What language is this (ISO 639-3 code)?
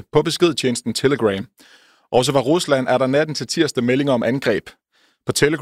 dan